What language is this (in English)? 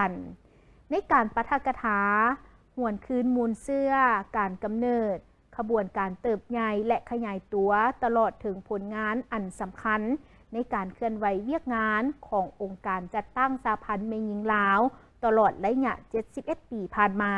Lao